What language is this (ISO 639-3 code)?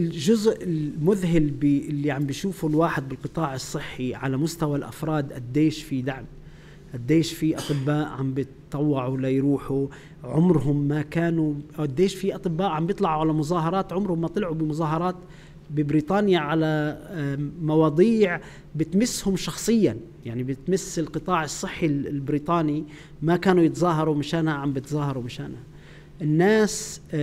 apc